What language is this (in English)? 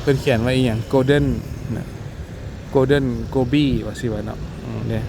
Lao